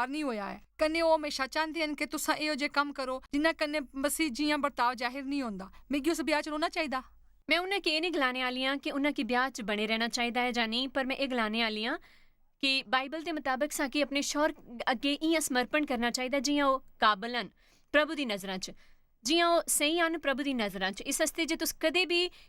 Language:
Dogri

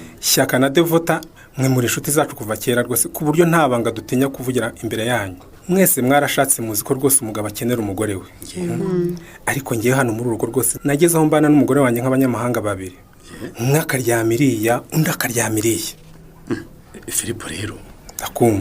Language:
Kinyarwanda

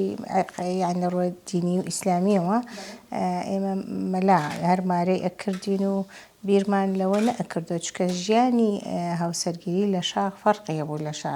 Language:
Central Kurdish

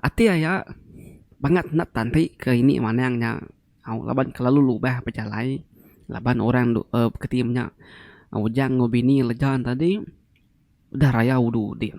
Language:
Iban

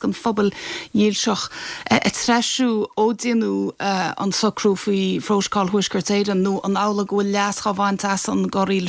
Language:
Irish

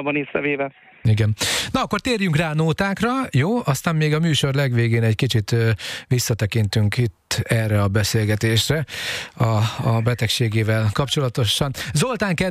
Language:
Hungarian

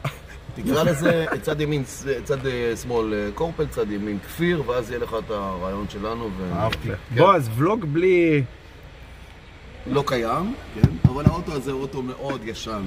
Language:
Hebrew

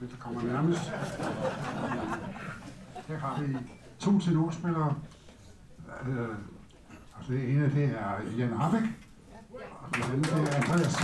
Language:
Danish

